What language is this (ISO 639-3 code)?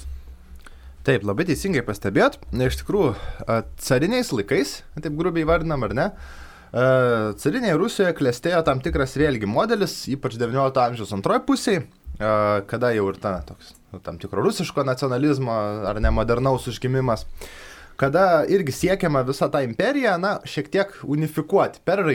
lit